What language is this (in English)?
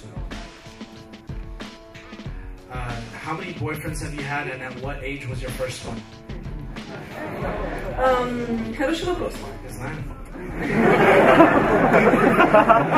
Russian